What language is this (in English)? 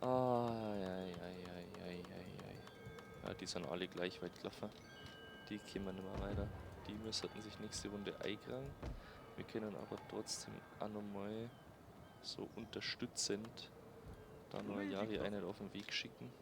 Bavarian